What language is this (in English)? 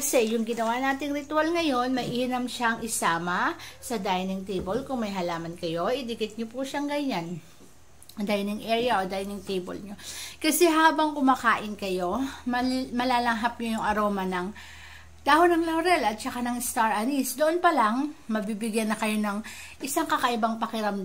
Filipino